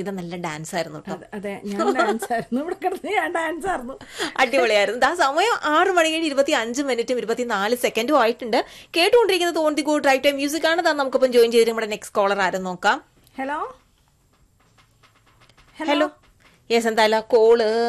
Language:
Malayalam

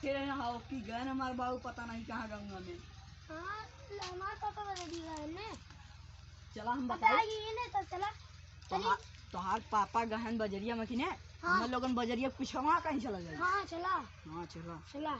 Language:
Awadhi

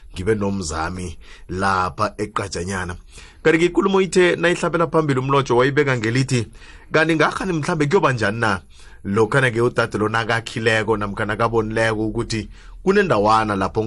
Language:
South Ndebele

